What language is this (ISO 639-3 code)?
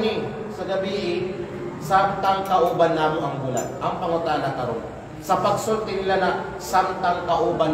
kqe